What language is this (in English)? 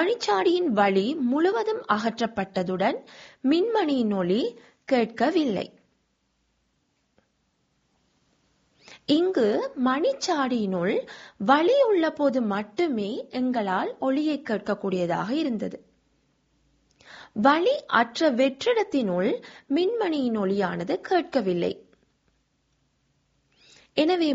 Tamil